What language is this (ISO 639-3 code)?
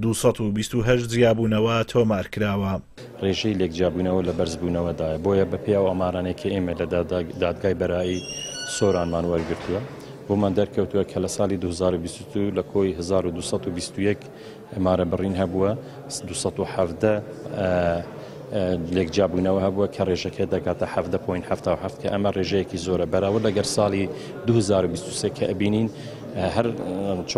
ckb